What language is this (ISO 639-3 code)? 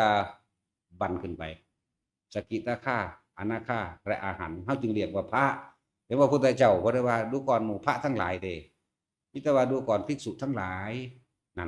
tts